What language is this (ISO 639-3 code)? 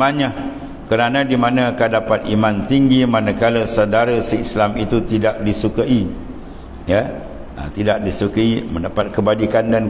msa